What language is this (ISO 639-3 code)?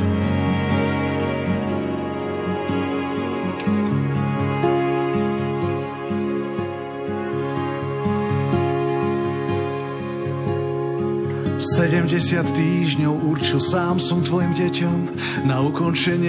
slk